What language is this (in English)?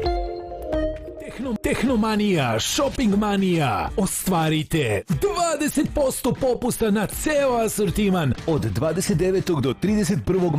Serbian